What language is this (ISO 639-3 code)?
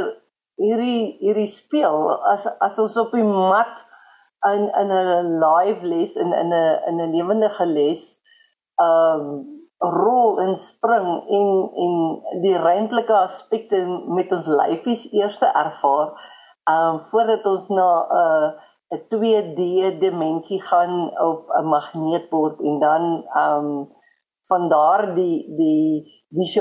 afr